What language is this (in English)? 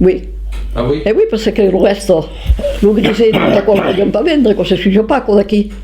Occitan